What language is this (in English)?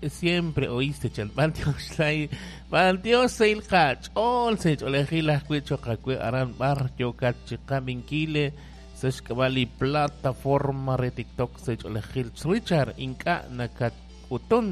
Kekchí